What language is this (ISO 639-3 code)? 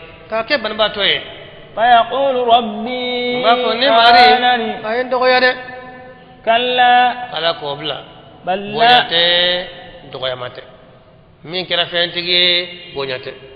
bam